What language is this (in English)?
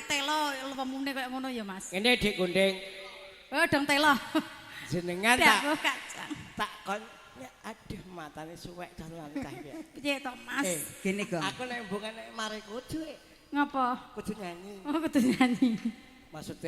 Javanese